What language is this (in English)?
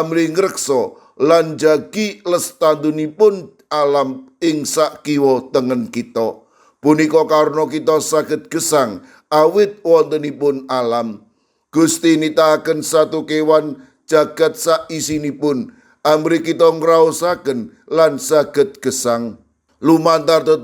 Javanese